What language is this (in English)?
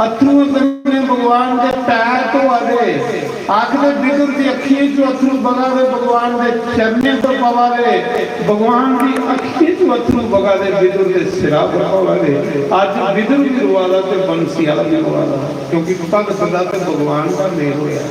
Dogri